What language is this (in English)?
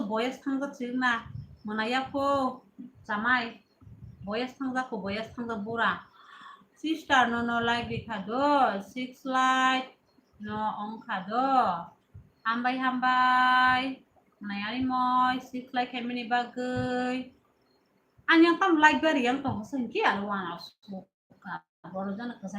Kok Borok